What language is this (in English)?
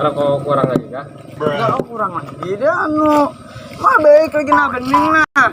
Banjar